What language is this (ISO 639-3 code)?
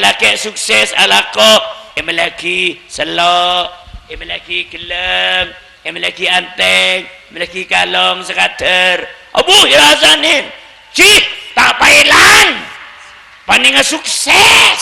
mad